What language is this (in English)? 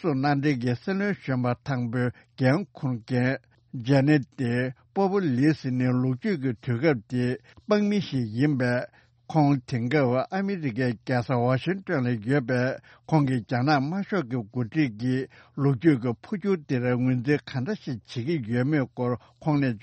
Tibetan